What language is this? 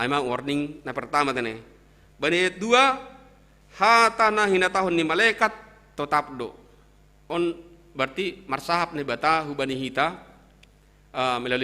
Batak Simalungun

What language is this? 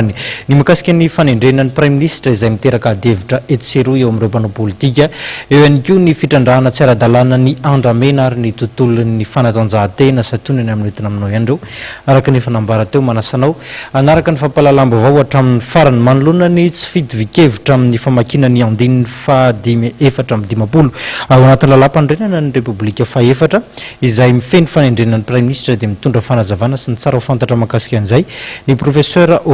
Malagasy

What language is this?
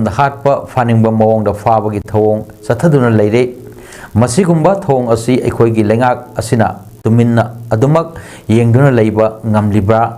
Manipuri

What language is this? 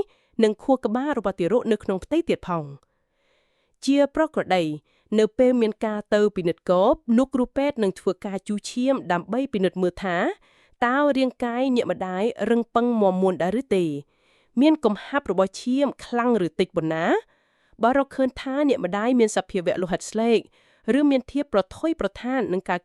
Khmer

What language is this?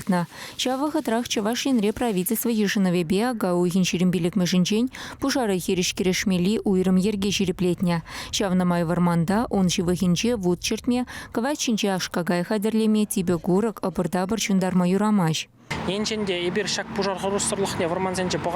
Chuvash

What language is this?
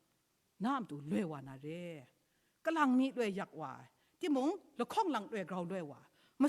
Kachin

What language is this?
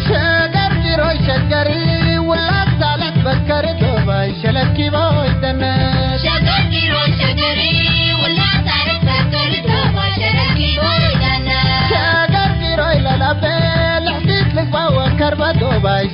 Tigre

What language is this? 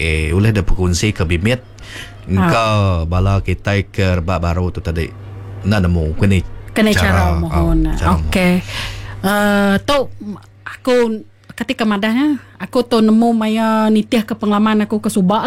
Iban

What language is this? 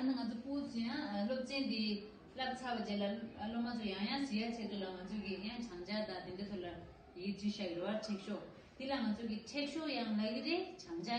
Tibetan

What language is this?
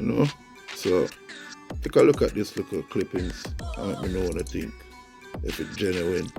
Jamaican Creole English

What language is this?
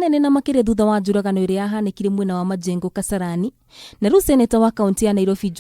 Kikuyu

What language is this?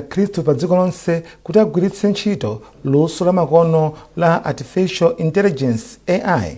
Nyanja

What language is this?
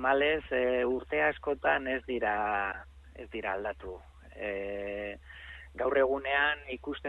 Basque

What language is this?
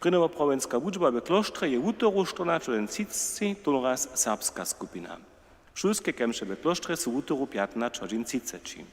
Upper Sorbian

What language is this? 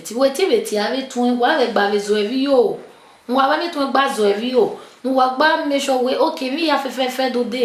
Bini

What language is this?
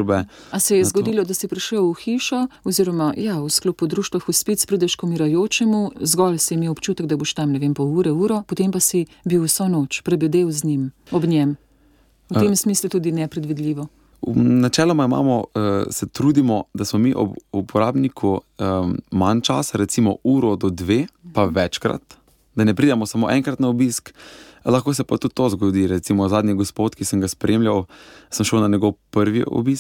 Slovenian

